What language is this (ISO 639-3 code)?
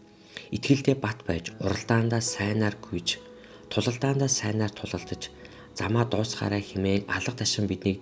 mon